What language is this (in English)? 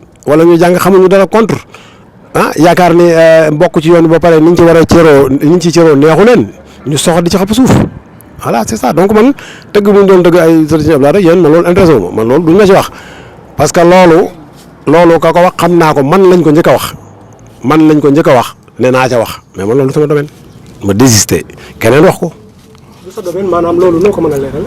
Wolof